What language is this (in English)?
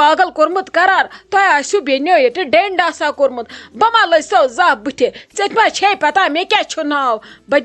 Kashmiri